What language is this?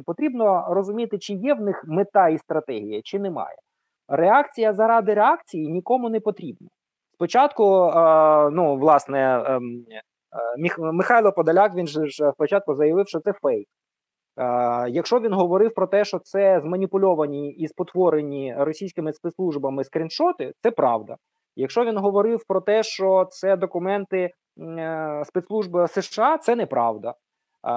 Ukrainian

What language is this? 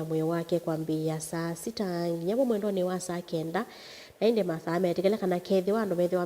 Kamba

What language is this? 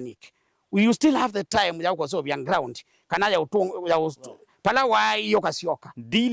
Kamba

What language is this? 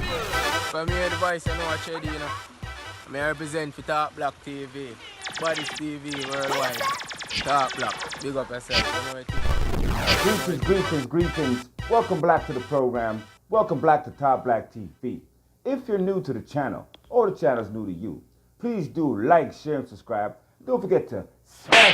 Jamaican Creole English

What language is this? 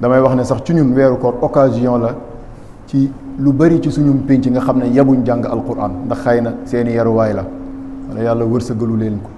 Wolof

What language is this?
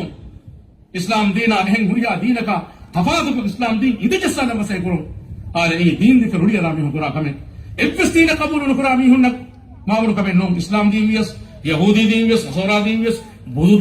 Divehi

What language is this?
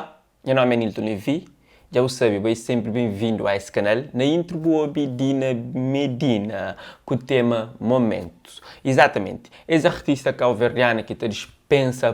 Kabuverdianu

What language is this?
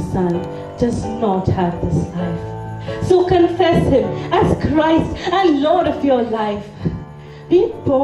English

